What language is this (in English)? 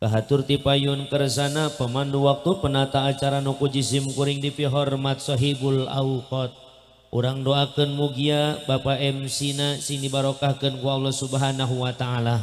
Sundanese